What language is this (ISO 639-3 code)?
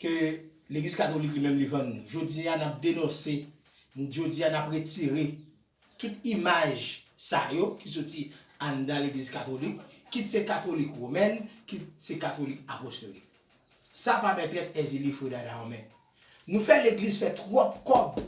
hat